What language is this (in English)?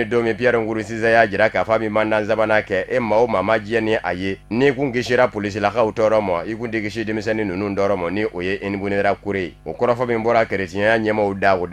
Bambara